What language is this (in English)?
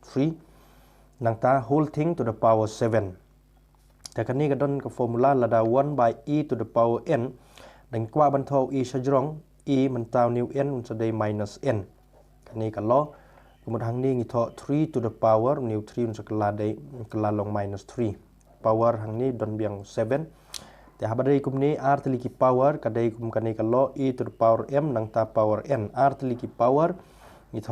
Khasi